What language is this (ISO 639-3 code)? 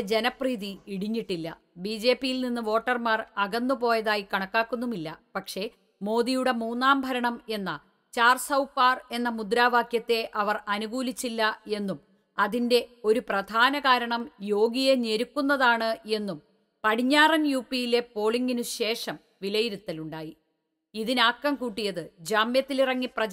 mal